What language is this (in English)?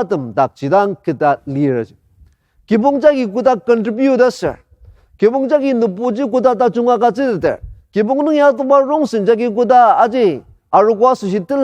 Ao Naga